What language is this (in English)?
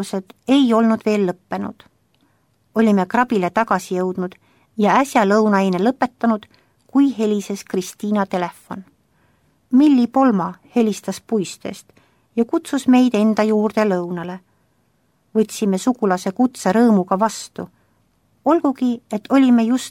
Estonian